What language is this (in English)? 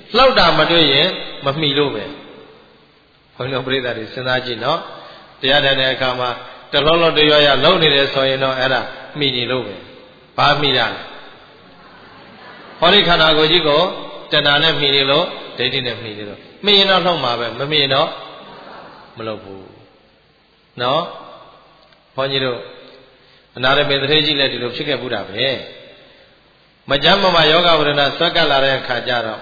Burmese